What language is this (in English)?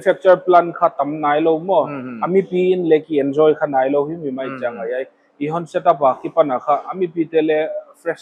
Paite Chin